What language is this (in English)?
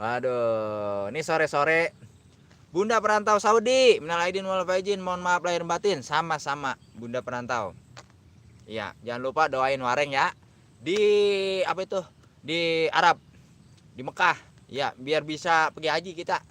Betawi